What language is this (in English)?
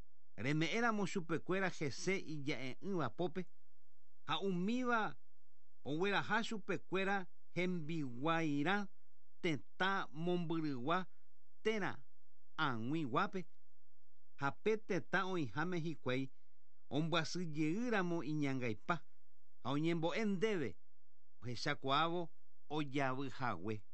Guarani